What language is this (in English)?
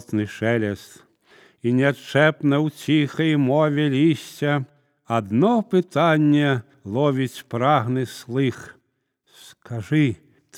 Belarusian